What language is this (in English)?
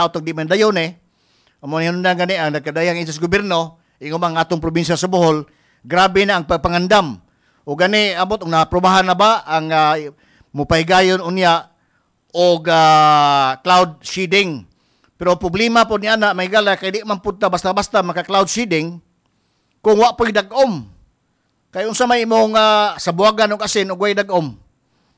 Cebuano